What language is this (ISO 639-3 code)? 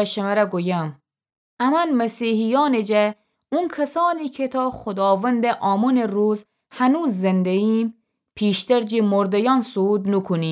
glk